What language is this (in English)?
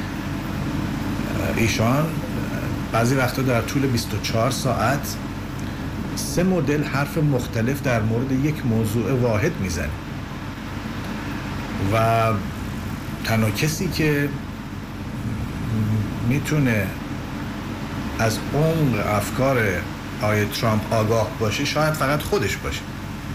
Persian